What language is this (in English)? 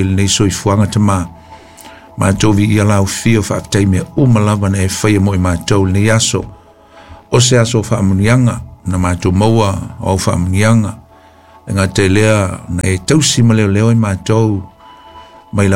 Samoan